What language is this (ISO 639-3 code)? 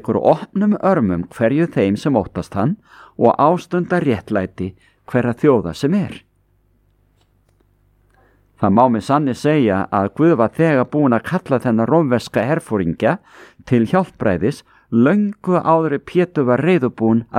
isl